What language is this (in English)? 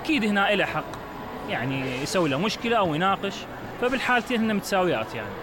Mesopotamian Arabic